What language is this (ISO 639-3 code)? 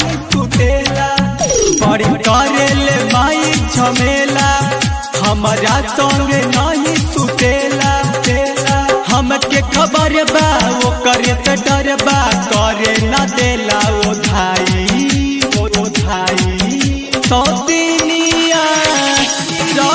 bho